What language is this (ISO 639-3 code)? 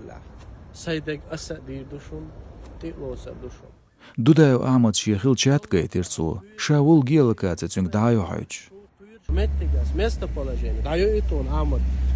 che